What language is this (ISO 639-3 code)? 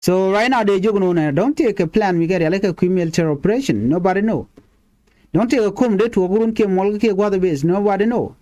nus